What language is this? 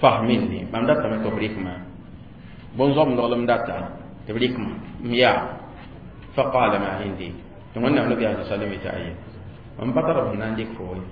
Mossi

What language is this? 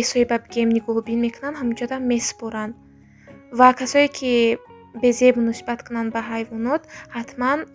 Tajik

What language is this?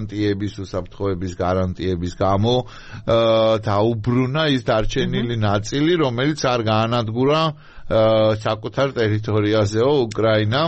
Georgian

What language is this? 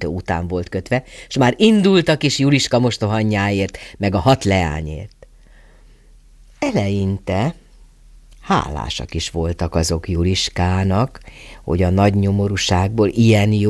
Hungarian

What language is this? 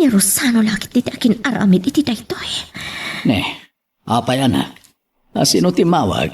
Iloko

